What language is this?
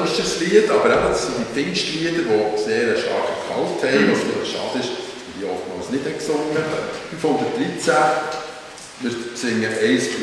Swiss German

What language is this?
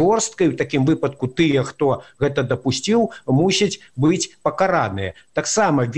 Belarusian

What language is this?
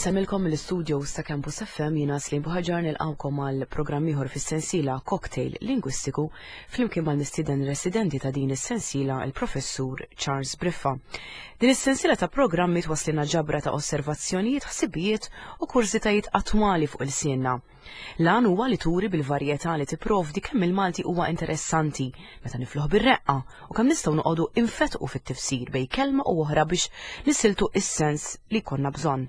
Maltese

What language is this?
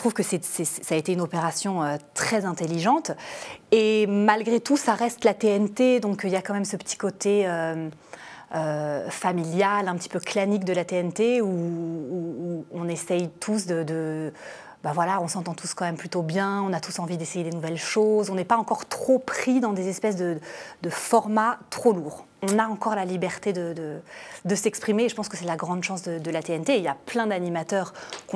French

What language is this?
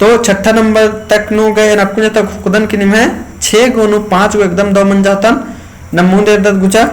Kurukh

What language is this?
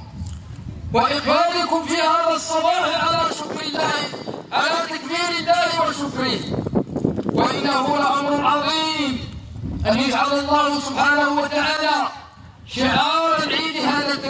Arabic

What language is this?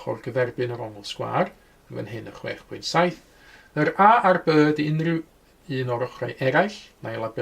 Welsh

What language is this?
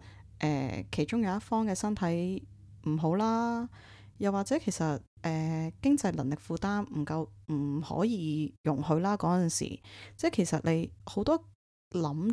Cantonese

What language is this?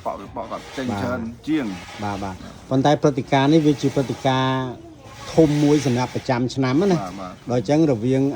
Khmer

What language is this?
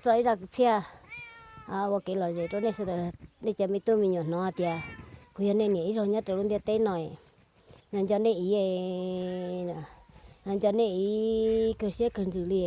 Hmong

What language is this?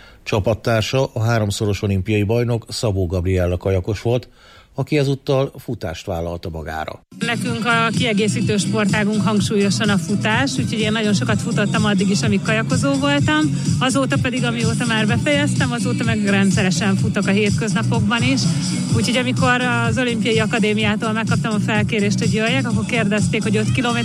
Hungarian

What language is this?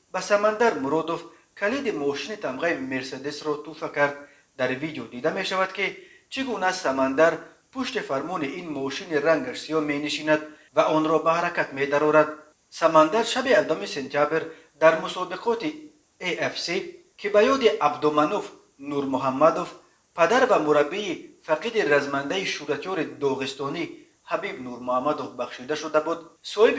Tajik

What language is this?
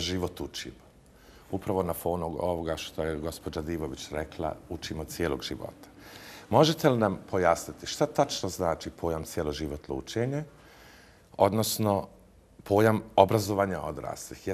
Bosnian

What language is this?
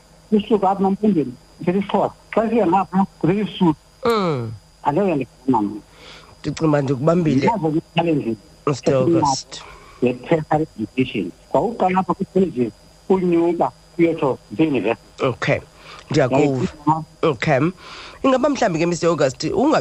Xhosa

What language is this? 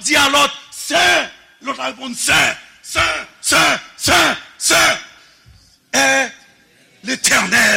Haitian Creole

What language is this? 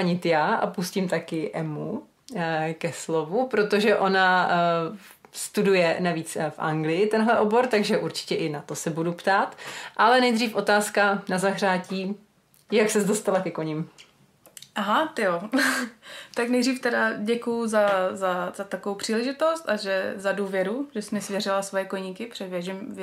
Czech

